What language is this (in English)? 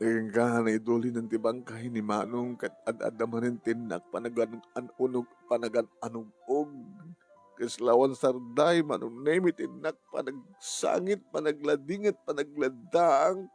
Iloko